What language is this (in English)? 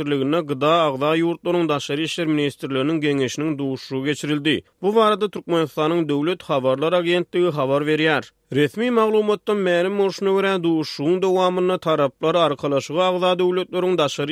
Turkmen